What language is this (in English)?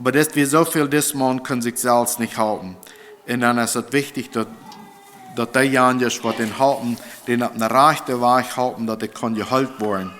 Plautdietsch